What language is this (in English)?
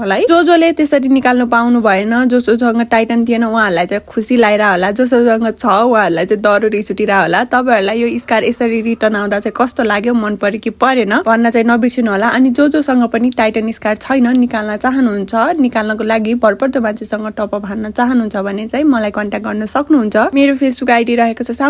Nepali